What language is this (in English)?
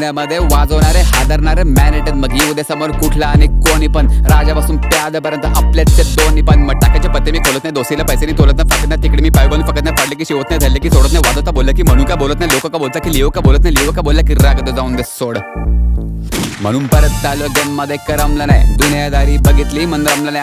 Marathi